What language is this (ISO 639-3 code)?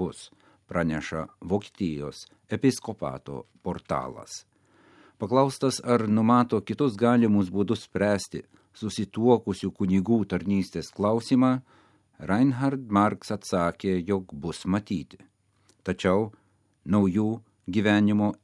lit